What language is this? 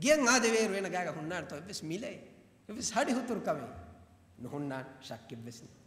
Divehi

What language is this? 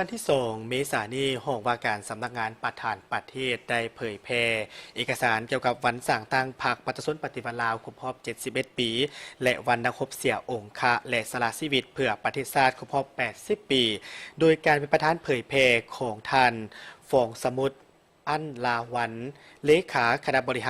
Lao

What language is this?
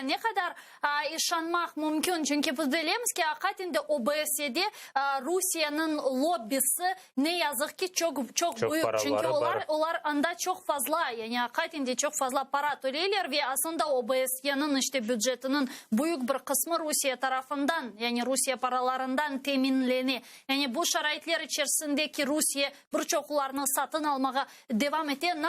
Crimean Tatar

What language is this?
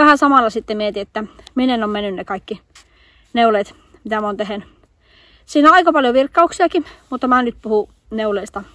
Finnish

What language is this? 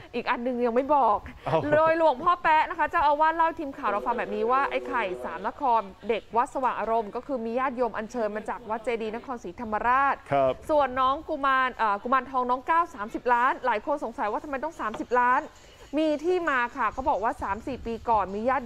Thai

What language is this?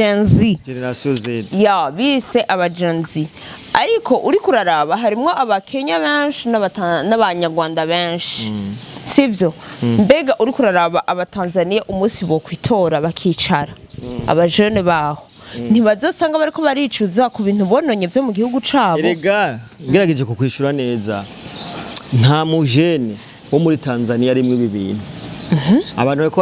Rundi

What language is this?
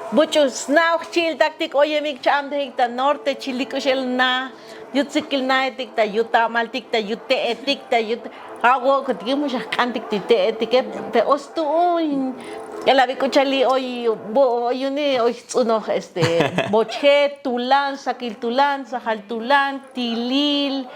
Tzotzil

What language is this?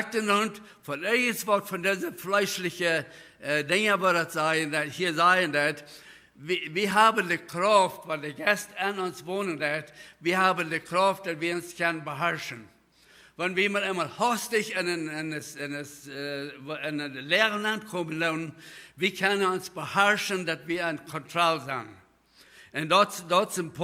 Plautdietsch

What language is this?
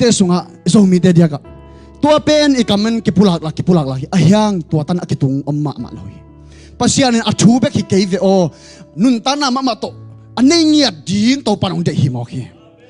Tedim Chin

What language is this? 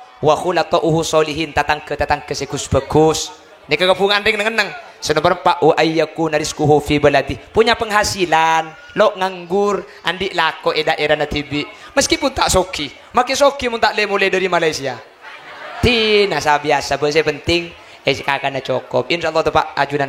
Madurese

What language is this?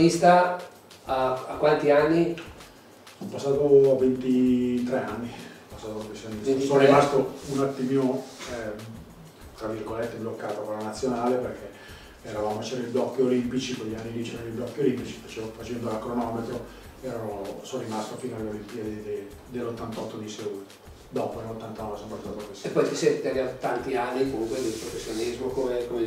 Italian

